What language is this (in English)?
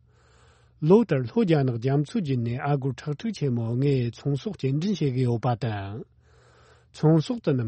Tibetan